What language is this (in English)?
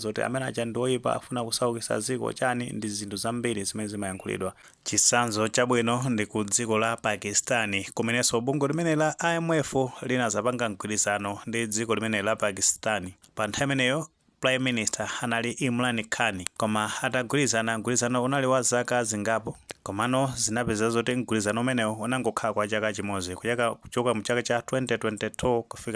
Nyanja